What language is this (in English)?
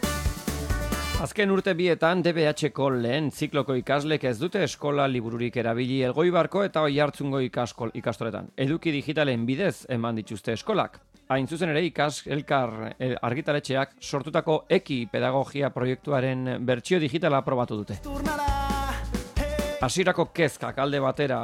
Basque